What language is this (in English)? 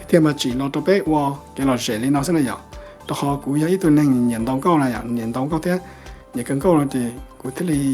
Hmong